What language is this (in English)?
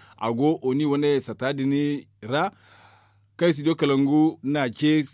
Zarma